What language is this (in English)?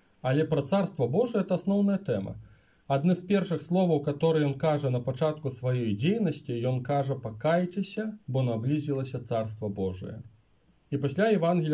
Belarusian